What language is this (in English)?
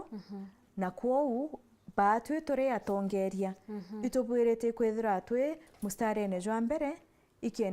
Meru